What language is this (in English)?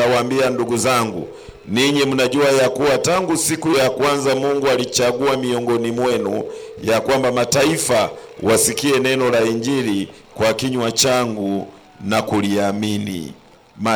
Swahili